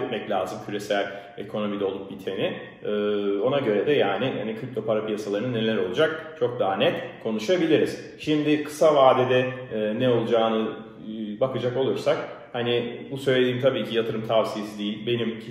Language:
Turkish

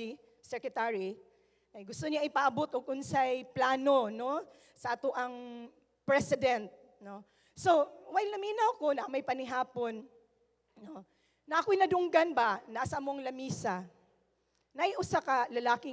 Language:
Cebuano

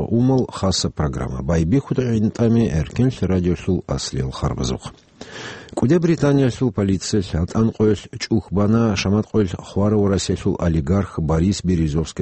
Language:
Avaric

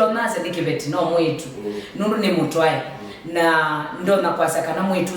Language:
Kamba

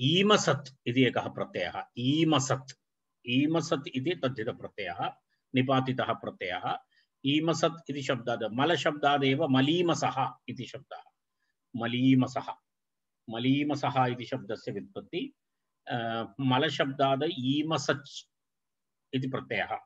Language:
Sanskrit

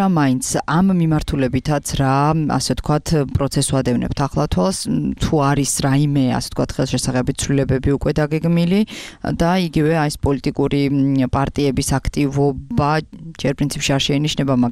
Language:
Georgian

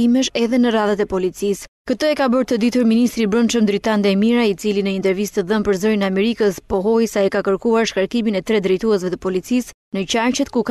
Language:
Albanian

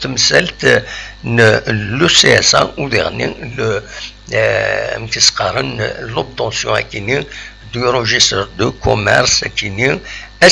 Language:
Kabyle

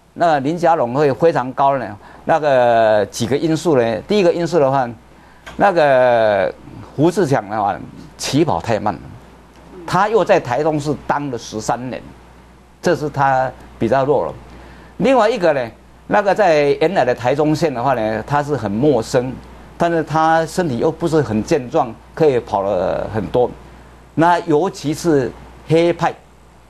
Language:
Chinese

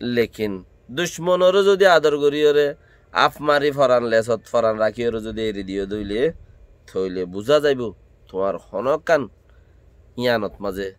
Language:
Rohingya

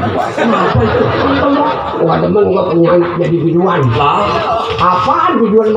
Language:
Betawi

